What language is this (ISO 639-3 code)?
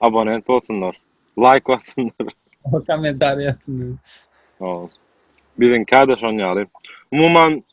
tuk